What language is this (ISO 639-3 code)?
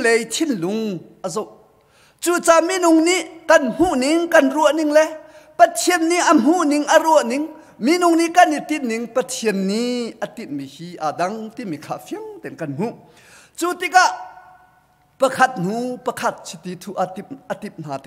cnh